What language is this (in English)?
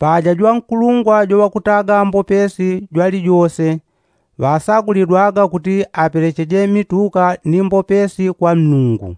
Yao